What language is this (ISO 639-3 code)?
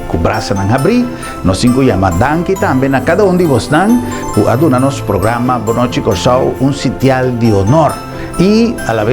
pap